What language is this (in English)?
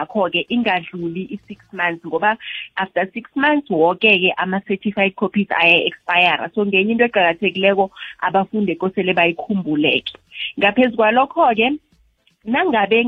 South Ndebele